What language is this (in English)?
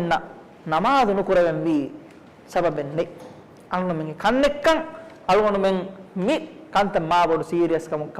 Divehi